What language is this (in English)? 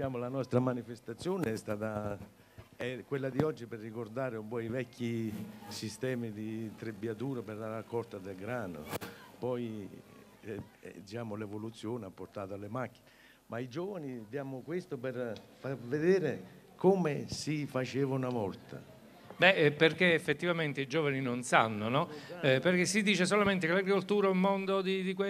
Italian